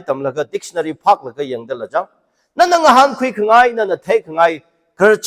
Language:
Tangkhul Naga (India)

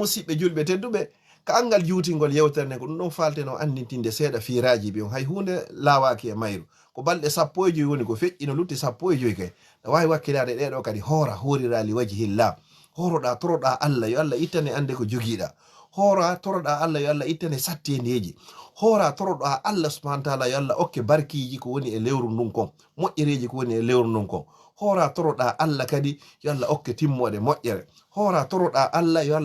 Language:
Fula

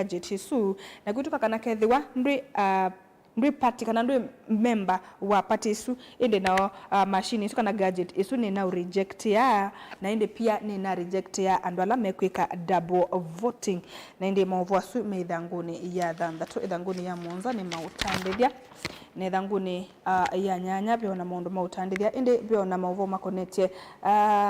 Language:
Kamba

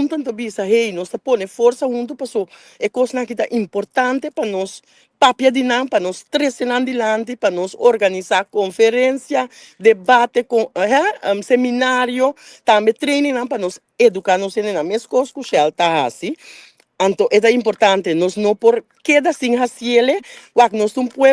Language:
Papiamento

